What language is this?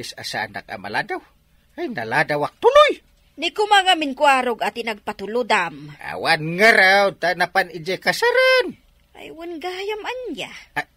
Iloko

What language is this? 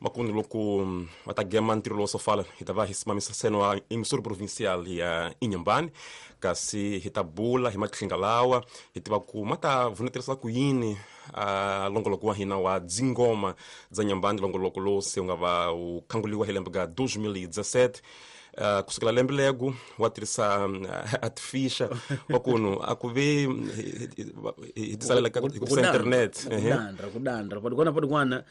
Tsonga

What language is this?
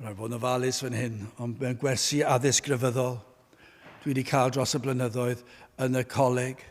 Welsh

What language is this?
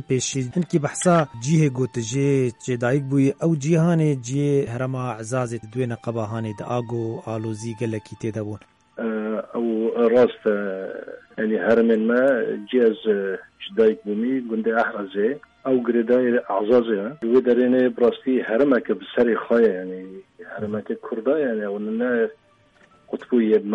Kurdish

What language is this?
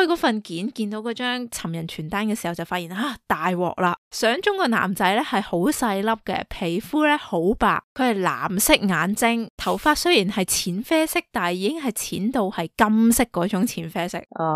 Cantonese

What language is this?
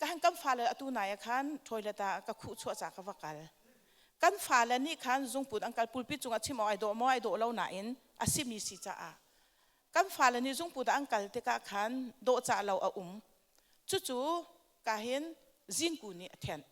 Hakha Chin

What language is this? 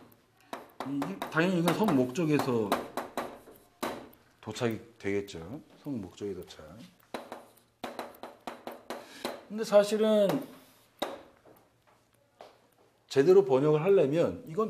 Korean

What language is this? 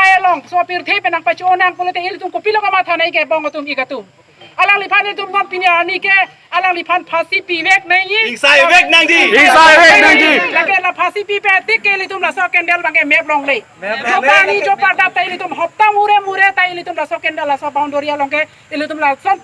Karbi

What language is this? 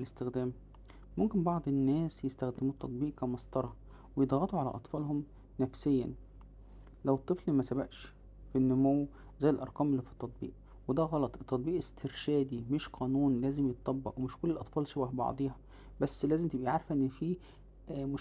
Egyptian Arabic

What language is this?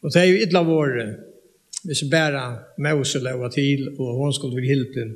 Faroese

